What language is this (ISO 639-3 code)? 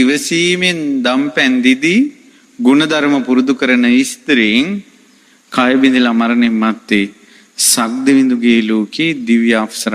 sin